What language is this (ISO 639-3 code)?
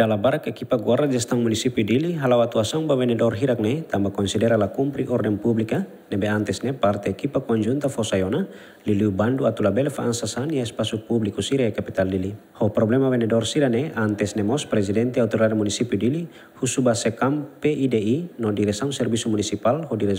tet